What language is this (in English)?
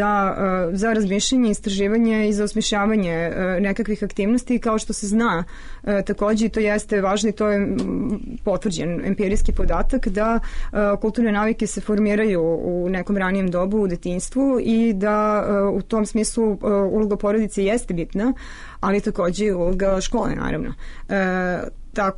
Serbian